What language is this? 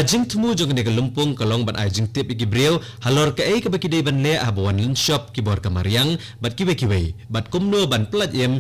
Khasi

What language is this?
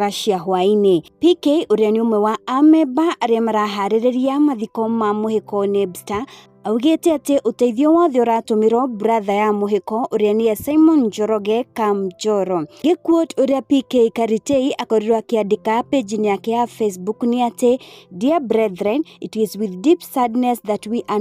Kikuyu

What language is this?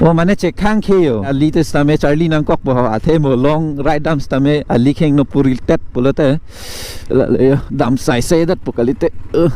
Karbi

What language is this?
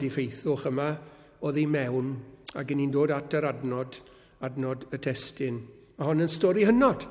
Welsh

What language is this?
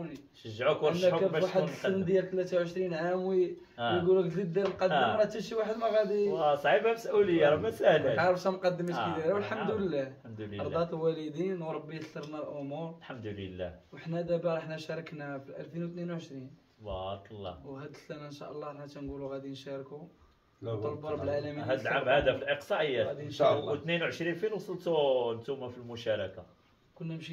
Moroccan Arabic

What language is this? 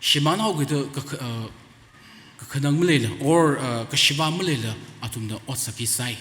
Tangkhul Naga (India)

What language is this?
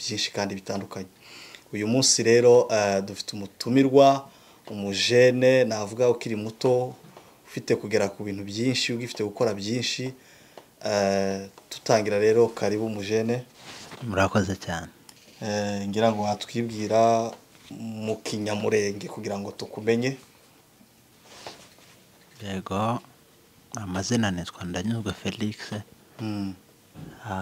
Kinyarwanda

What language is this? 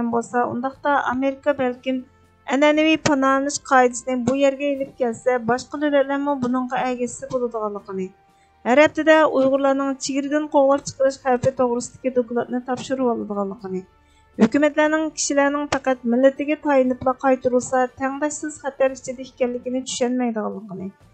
Uyghur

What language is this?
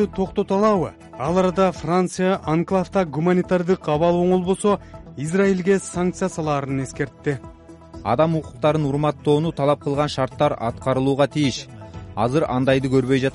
Kyrgyz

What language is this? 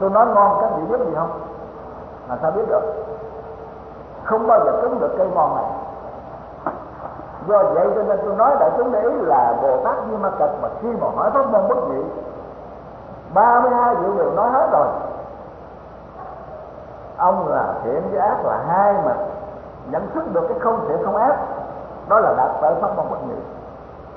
Vietnamese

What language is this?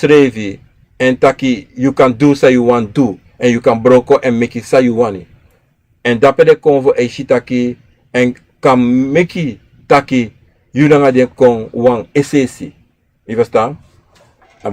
Sranan Tongo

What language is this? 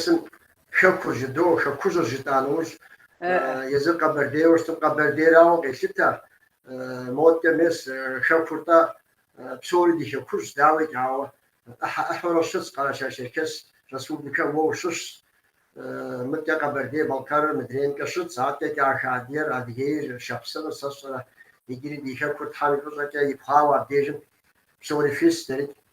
Kabardian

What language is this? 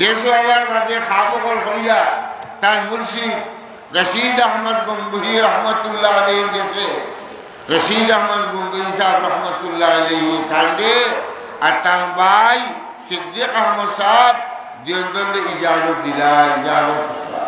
Sylheti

